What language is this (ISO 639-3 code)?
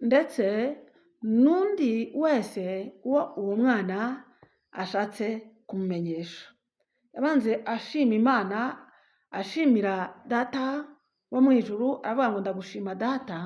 kin